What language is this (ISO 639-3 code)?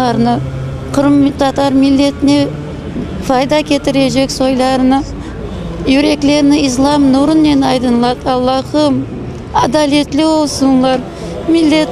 crh